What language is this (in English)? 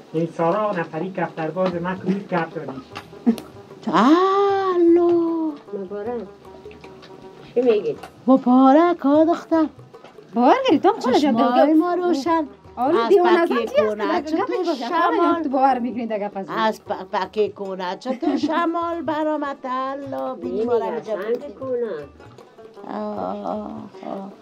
Persian